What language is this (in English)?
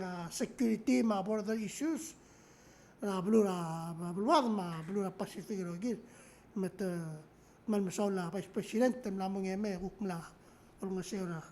Palauan